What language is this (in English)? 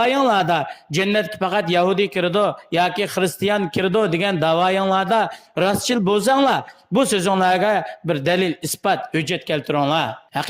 Uyghur